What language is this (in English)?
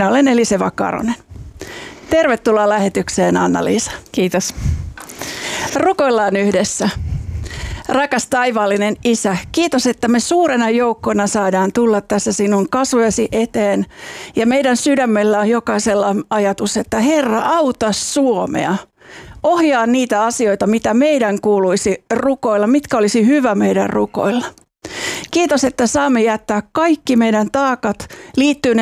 Finnish